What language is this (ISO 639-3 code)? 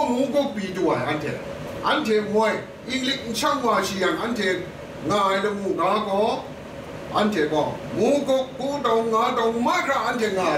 kac